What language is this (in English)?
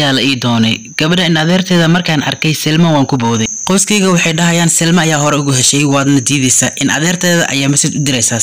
Somali